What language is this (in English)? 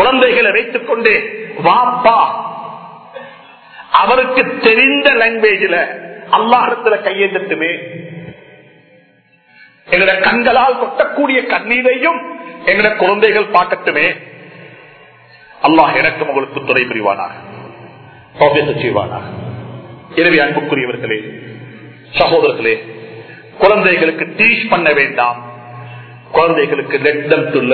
Tamil